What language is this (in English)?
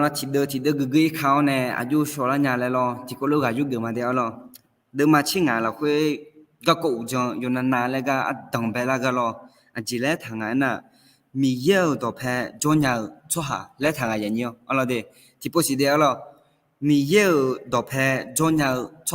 Akha